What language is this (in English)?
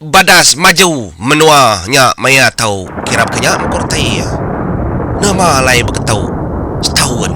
Iban